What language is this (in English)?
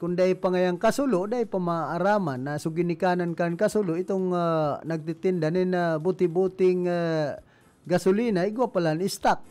Bikol